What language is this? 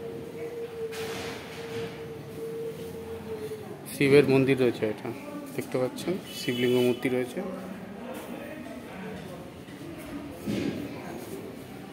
Bangla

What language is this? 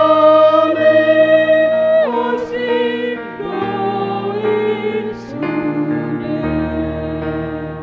Batak Toba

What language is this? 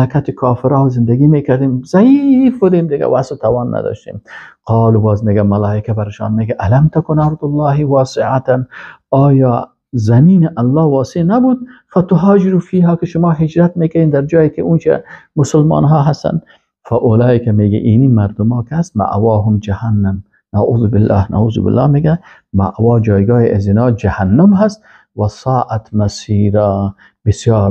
Persian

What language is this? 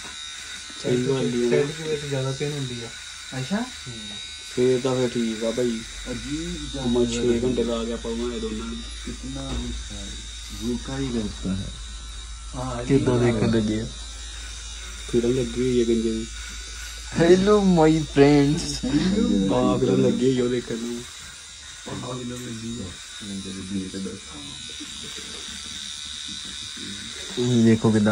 Punjabi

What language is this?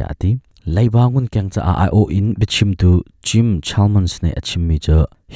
Hakha Chin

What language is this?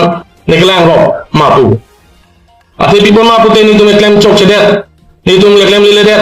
Karbi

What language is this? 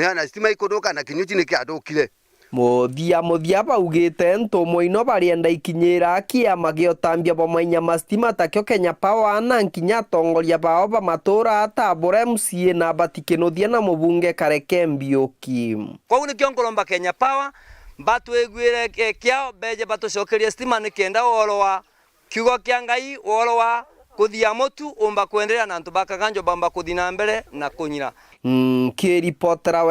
Meru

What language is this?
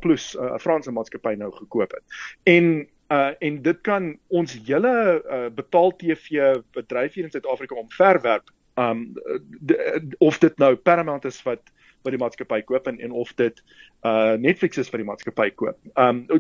Afrikaans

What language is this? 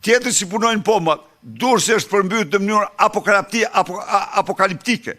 Albanian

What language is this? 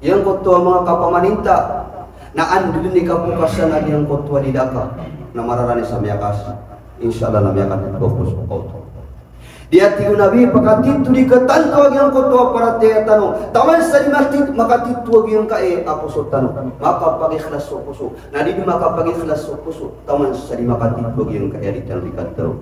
Maranao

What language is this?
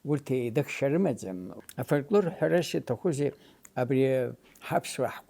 Abkhazian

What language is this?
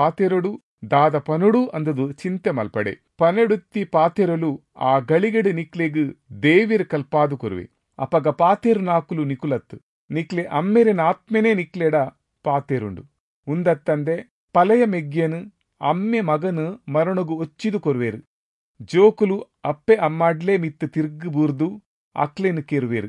Tulu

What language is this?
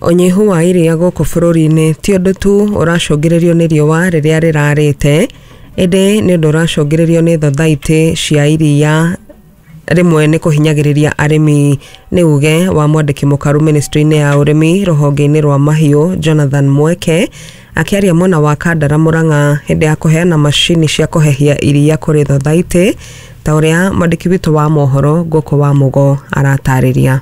Kikuyu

